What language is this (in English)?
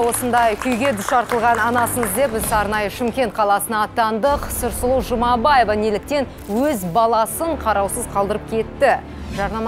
Kazakh